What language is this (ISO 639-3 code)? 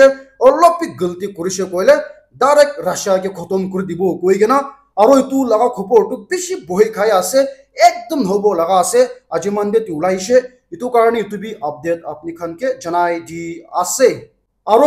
nag